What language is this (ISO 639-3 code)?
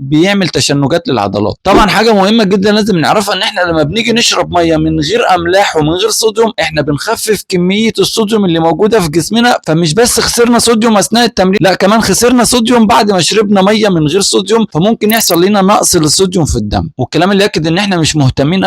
arz